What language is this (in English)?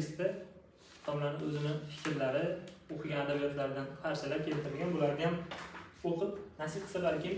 Uzbek